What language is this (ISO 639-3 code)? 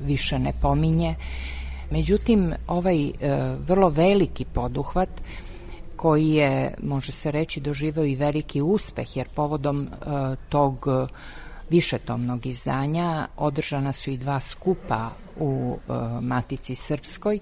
srp